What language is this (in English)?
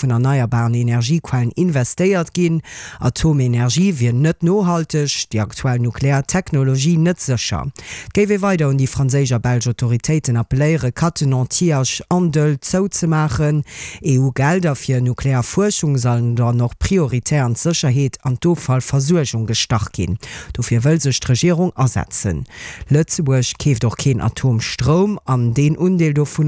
Luxembourgish